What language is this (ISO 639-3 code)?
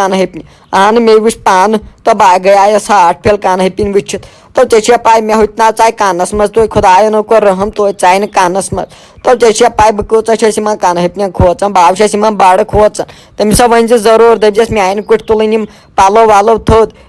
kas